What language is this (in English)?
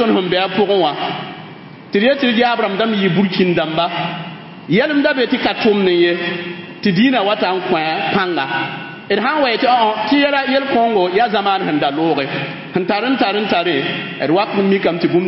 Mossi